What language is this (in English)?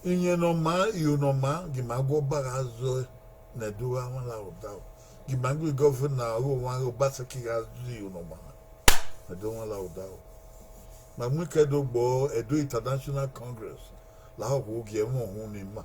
Bini